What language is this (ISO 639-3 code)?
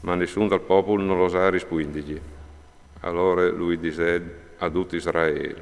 fur